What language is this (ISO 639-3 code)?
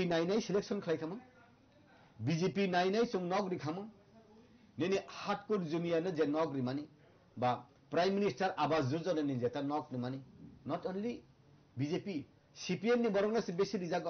trp